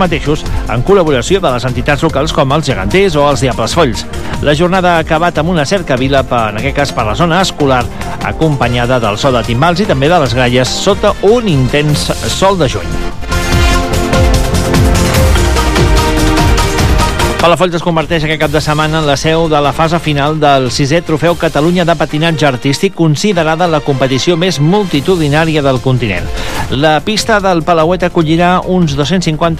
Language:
Catalan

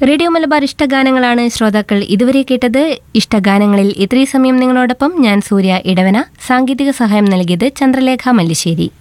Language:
Malayalam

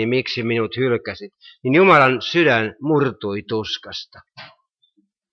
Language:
Finnish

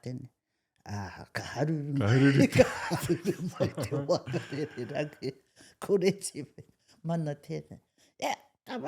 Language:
Māori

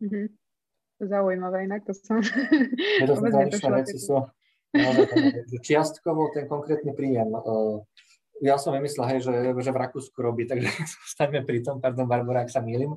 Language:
Slovak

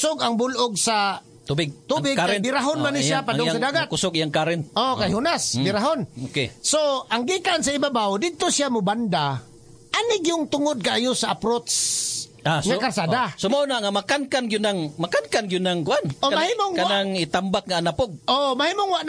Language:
Cebuano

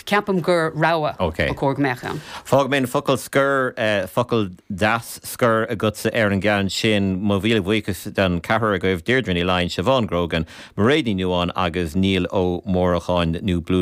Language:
Irish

